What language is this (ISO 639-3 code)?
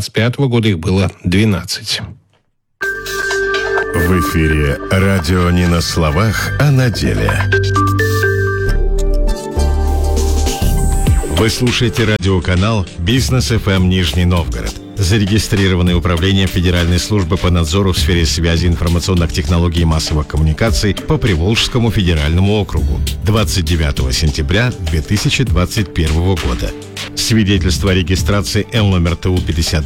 rus